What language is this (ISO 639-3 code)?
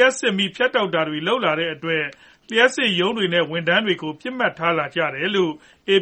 mya